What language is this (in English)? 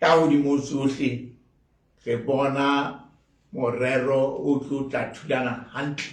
Southern Sotho